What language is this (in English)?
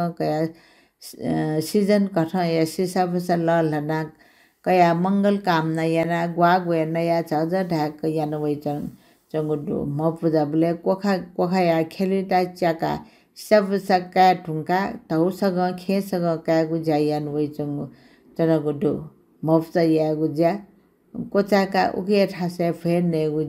Newari